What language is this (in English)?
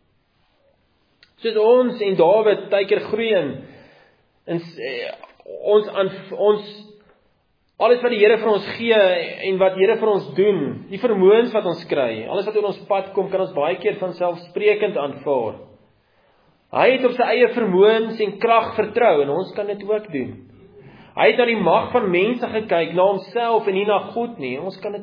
Afrikaans